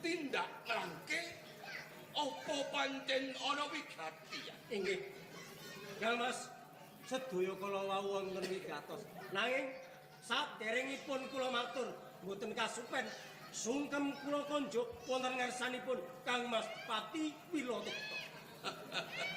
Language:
Javanese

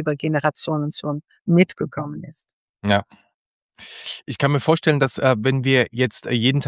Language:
German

